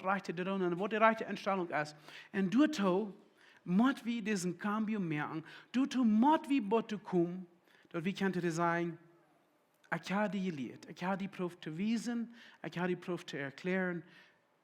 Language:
Plautdietsch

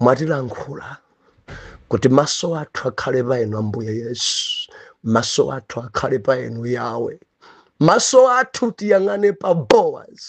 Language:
Nyanja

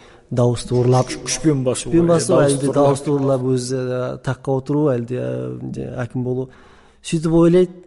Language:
Kazakh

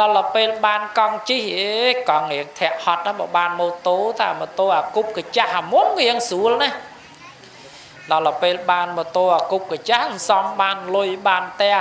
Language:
Khmer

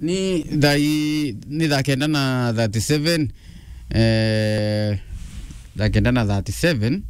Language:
Meru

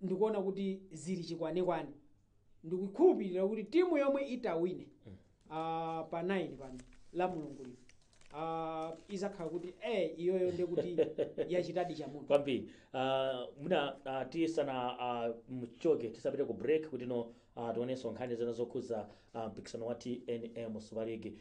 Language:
Nyanja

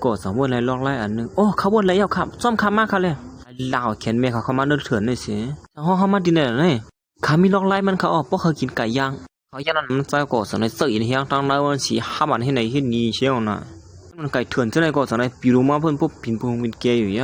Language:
Shan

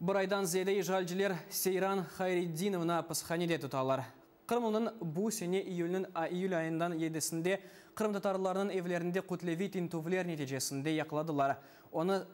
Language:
Crimean Tatar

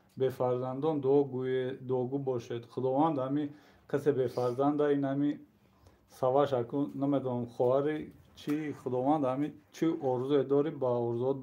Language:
Tajik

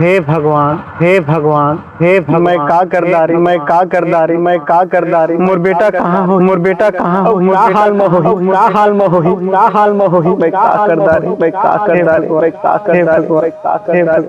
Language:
Chhattisgarhi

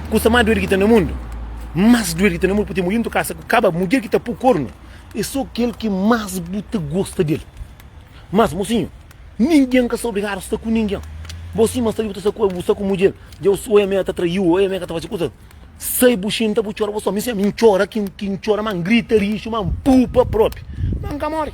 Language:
Kabuverdianu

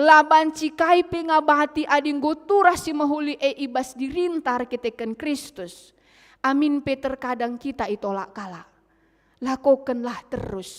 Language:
Batak Karo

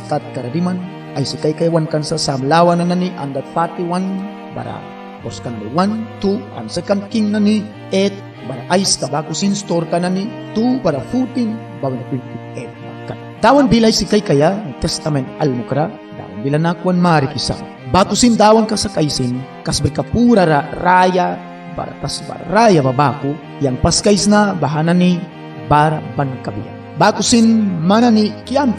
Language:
Mískito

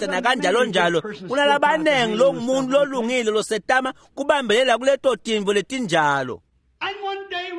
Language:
Swati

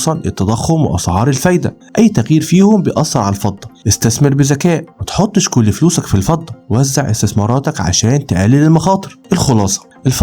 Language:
Egyptian Arabic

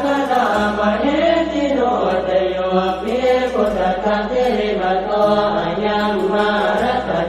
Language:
Pali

